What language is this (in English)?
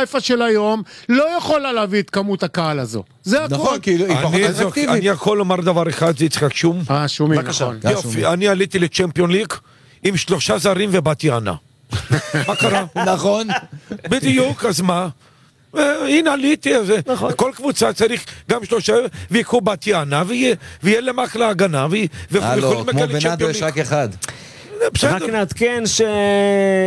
Hebrew